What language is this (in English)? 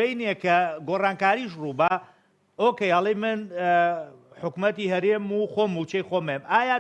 Central Kurdish